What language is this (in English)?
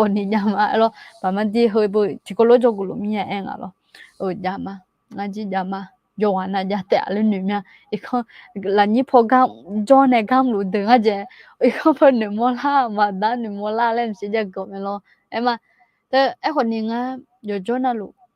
Akha